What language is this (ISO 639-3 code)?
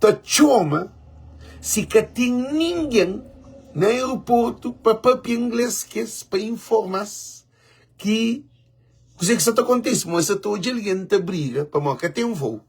kea